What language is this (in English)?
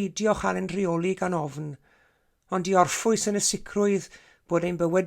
Welsh